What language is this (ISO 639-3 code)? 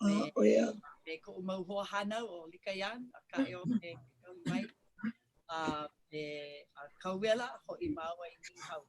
haw